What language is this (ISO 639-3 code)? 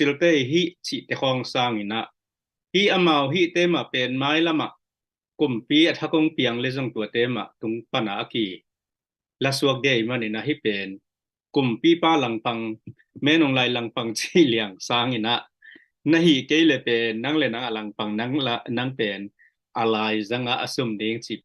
ctd